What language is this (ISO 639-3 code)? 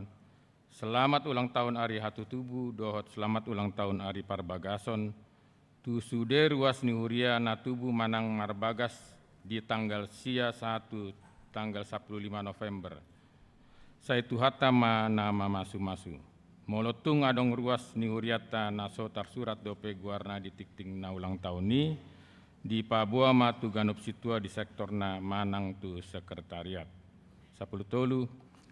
bbc